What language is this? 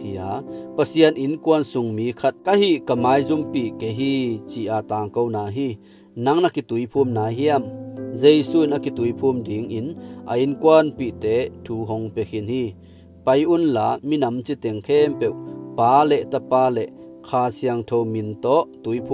Tedim Chin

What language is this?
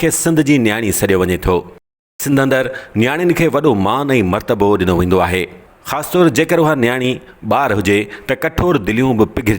Sindhi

